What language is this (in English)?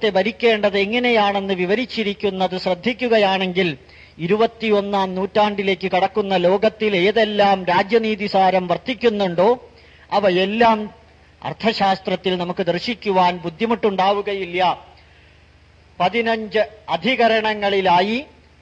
Malayalam